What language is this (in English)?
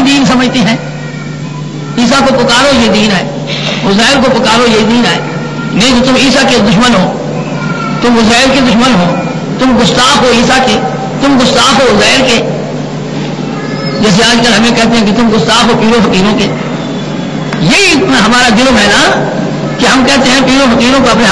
Urdu